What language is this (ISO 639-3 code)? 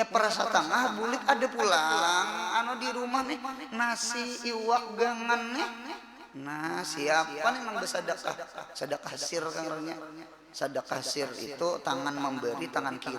bjn